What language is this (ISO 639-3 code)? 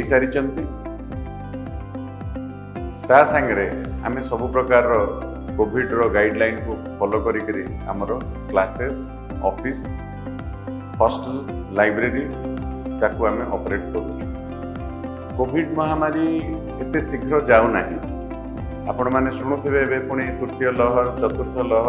ori